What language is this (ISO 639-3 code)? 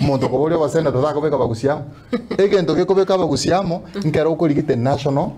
guz